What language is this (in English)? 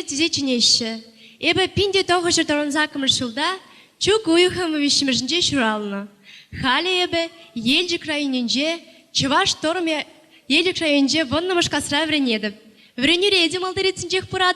Chuvash